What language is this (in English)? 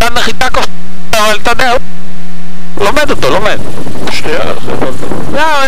Hebrew